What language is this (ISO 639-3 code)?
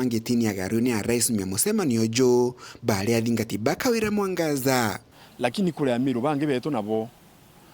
mer